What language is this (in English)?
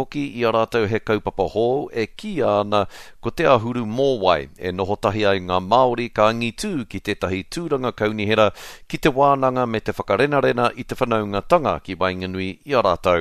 Māori